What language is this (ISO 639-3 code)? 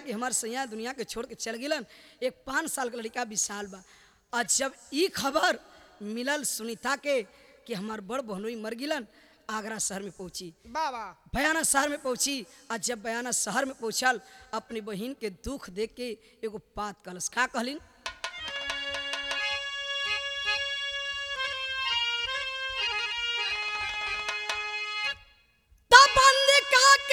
bho